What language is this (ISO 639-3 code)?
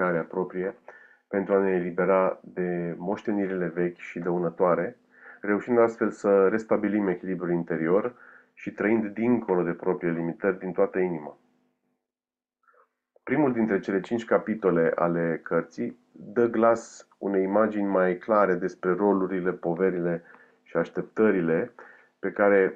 ron